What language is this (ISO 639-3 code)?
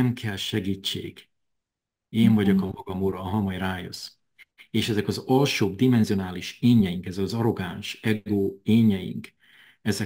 hun